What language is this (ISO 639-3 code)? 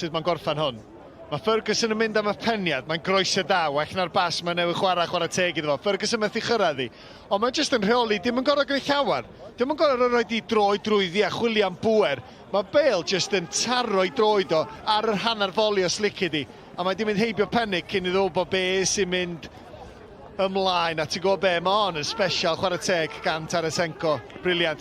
cym